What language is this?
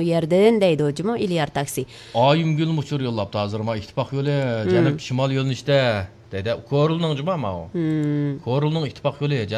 Uyghur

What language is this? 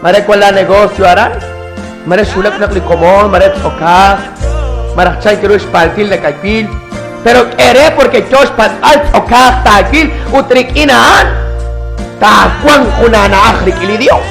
Kekchí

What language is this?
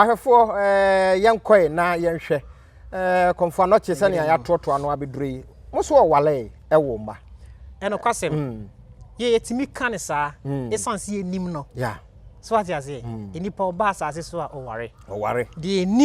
Akan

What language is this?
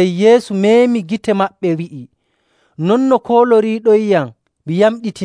Nigerian Fulfulde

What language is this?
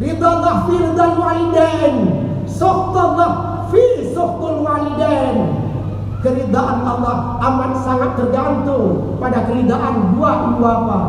Achinese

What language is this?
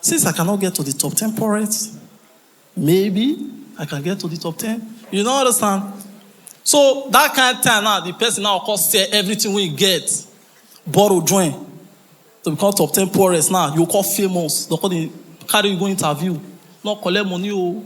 Nigerian Pidgin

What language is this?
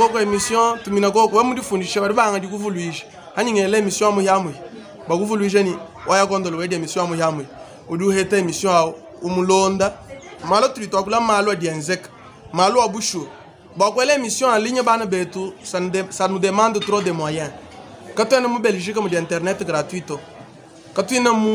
Luba-Lulua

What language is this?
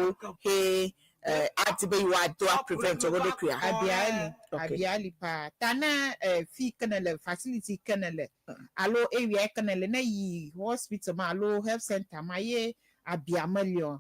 Ewe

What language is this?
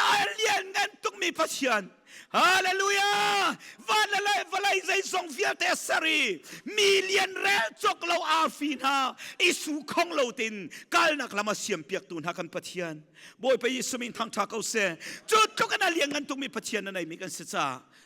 Hakha Chin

